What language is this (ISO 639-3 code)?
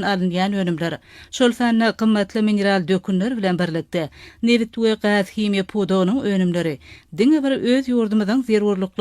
tuk